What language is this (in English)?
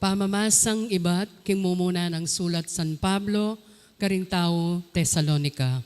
Pampanga